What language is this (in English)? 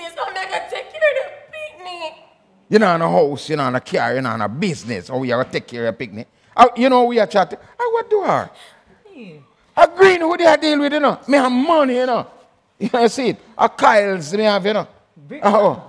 Jamaican Creole English